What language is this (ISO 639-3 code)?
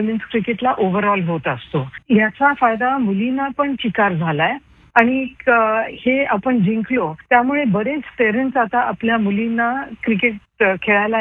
mar